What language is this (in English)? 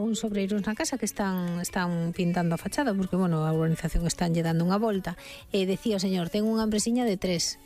Galician